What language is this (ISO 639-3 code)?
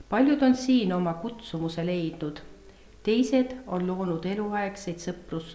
est